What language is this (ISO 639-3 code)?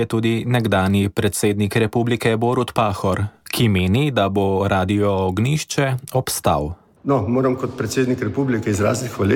slv